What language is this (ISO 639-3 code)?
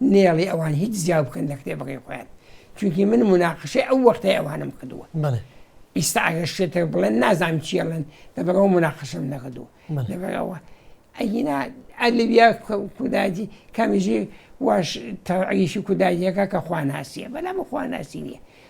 ckb